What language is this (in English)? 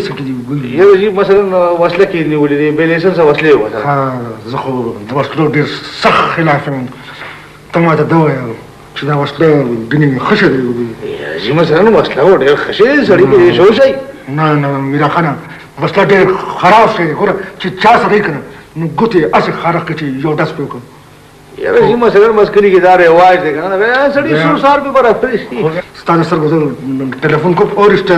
Pashto